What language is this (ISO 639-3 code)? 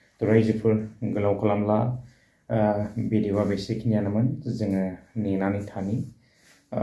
brx